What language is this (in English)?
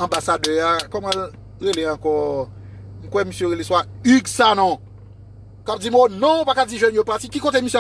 Haitian Creole